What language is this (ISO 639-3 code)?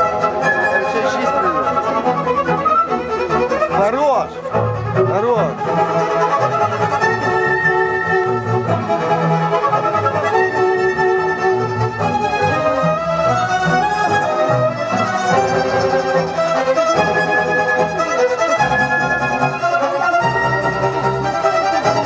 ukr